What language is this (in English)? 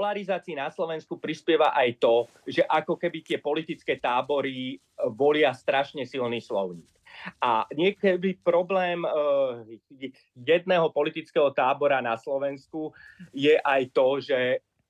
Slovak